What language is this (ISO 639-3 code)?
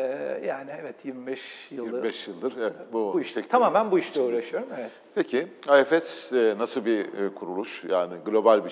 tur